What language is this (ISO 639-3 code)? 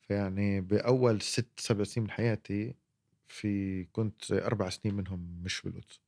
apc